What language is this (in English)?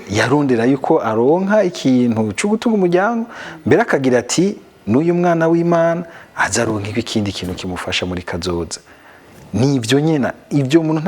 Rundi